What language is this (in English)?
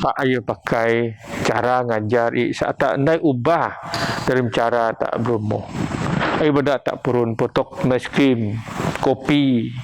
Biatah Bidayuh